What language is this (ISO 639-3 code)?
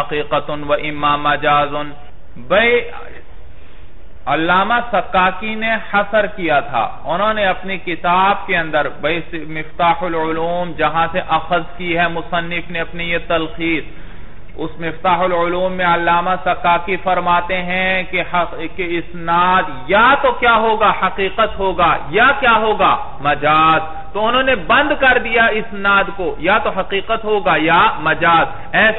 urd